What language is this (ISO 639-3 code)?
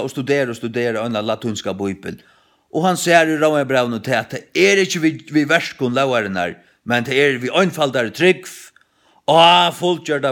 fao